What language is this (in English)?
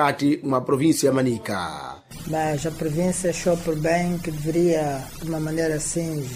Sena